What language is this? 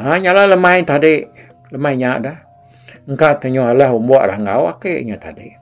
Iban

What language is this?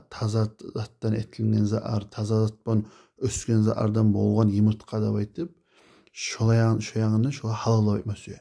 Kumyk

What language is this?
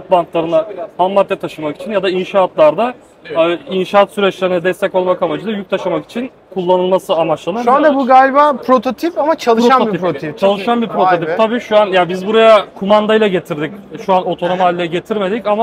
Turkish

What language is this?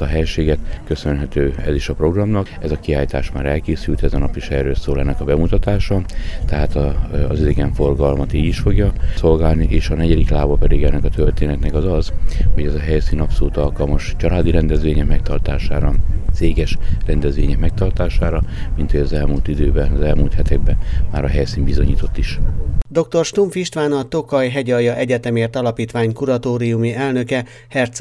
Hungarian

